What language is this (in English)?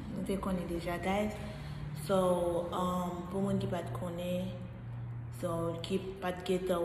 Haitian Creole